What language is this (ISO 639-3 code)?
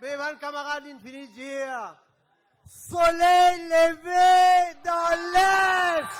mfe